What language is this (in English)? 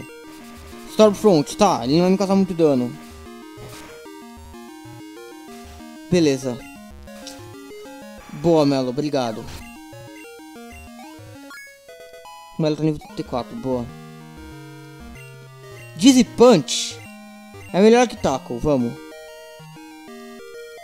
Portuguese